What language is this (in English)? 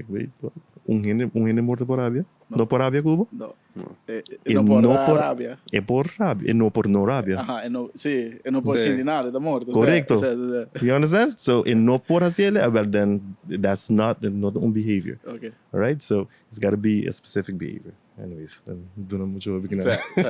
Papiamento